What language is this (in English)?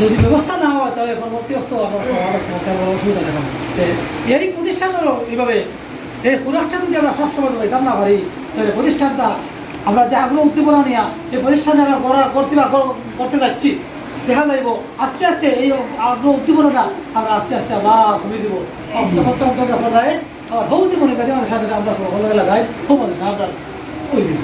Sylheti